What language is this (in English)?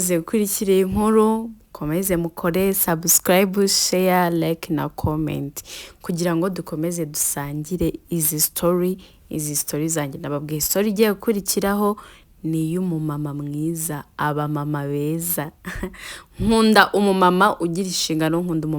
Kinyarwanda